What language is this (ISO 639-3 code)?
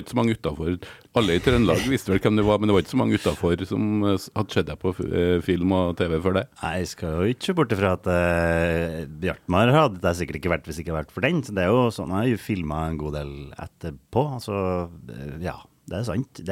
nor